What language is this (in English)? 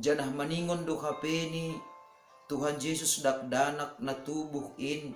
Batak Simalungun